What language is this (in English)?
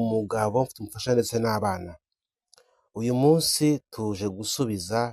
Kinyarwanda